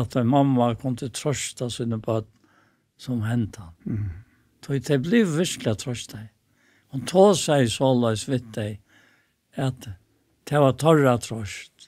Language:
Faroese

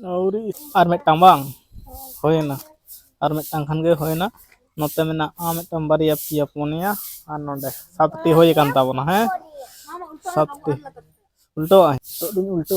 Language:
Santali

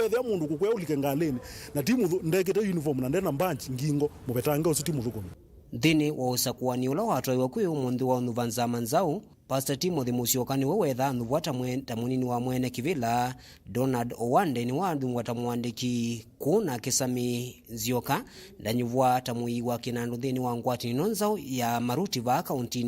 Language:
Kamba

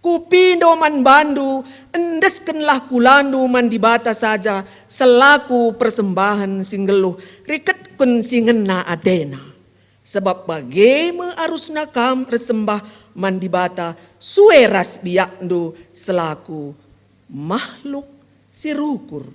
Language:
Batak Karo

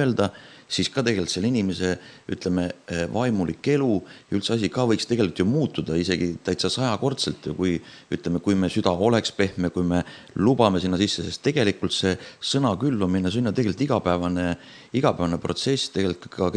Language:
Estonian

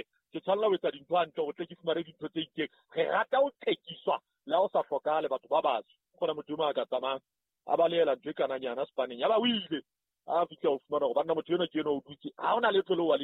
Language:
Southern Sotho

